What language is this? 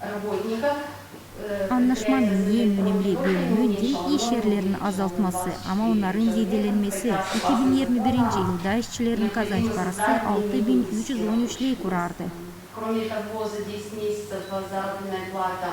Gagauz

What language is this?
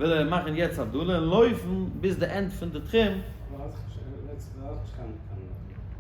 Yiddish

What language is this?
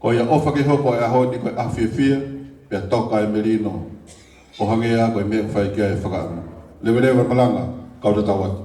Tongan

